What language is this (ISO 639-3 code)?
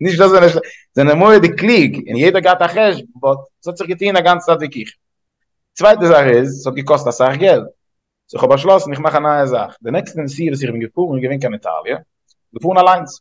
yid